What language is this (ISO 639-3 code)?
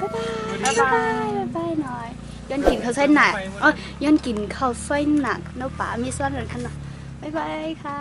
shn